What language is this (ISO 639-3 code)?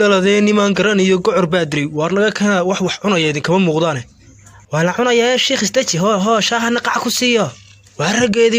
som